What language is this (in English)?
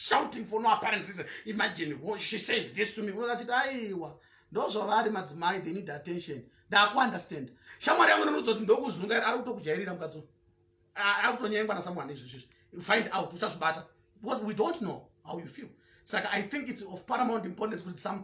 Shona